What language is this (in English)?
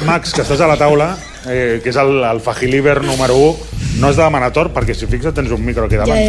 Catalan